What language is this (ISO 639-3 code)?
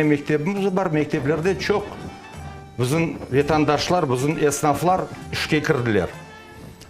crh